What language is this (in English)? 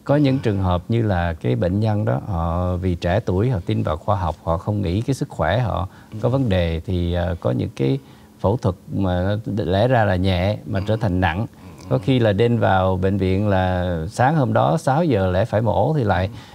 Vietnamese